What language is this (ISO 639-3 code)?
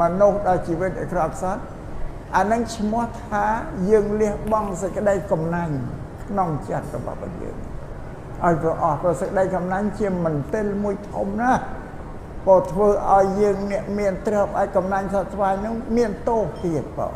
khm